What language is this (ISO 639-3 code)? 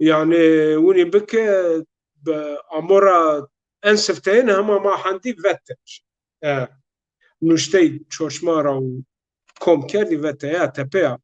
zza